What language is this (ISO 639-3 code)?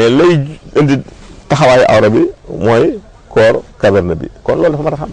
wol